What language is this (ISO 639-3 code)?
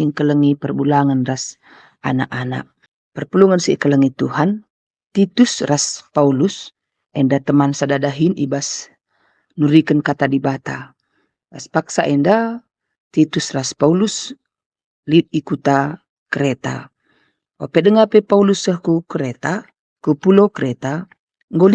btx